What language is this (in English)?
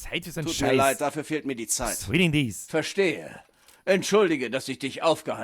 Bavarian